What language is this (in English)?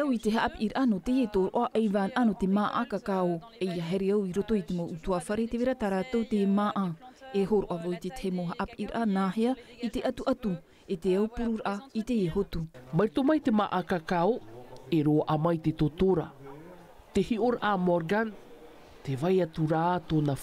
Tahitian